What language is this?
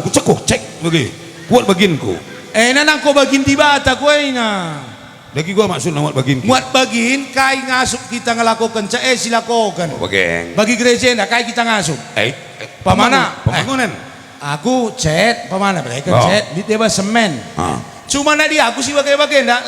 Batak Karo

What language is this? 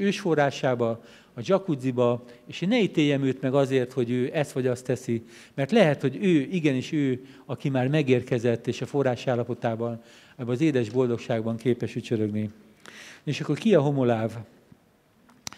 Hungarian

